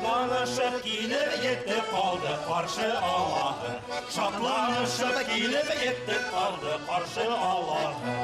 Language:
Bashkir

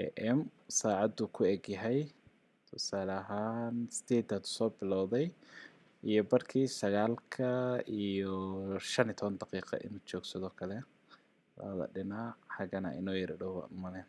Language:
Somali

